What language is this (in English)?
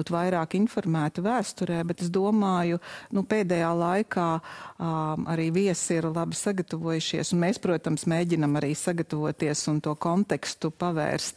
Latvian